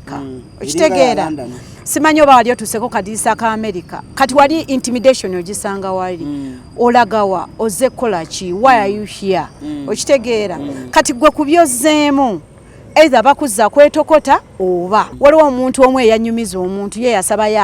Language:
Ganda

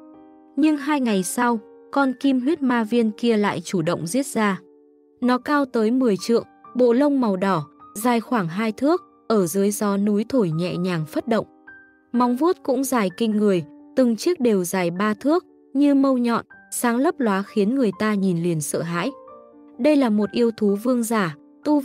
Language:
Vietnamese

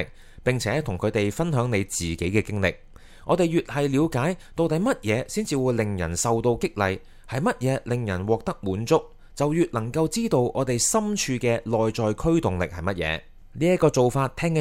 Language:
Cantonese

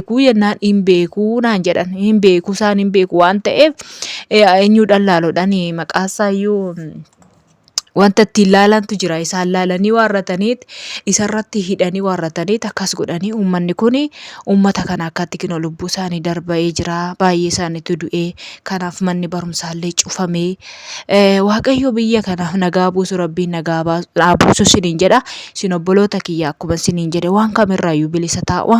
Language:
Oromo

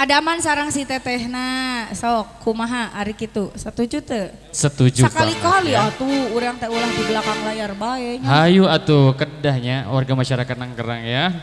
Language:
Sundanese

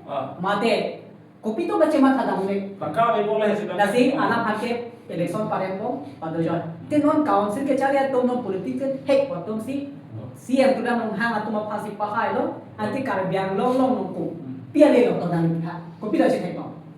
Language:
Karbi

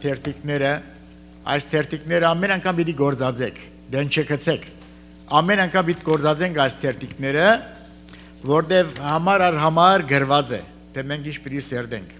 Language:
Armenian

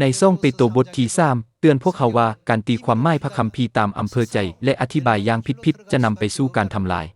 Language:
Lao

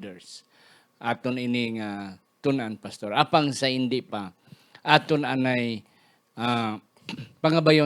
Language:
Hiligaynon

